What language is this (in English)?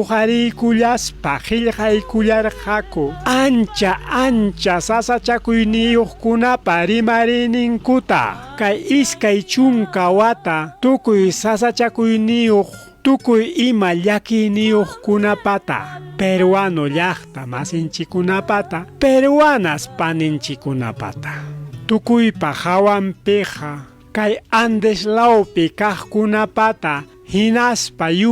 Ayacucho Quechua